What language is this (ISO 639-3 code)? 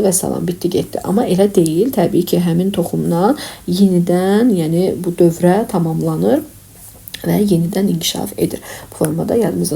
aze